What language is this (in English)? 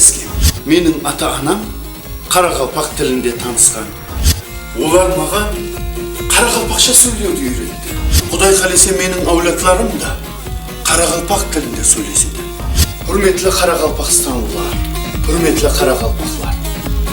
Kara-Kalpak